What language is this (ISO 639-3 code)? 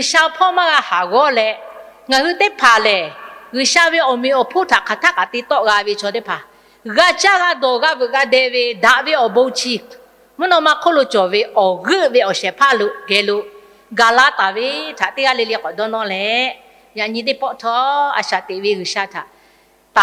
lhu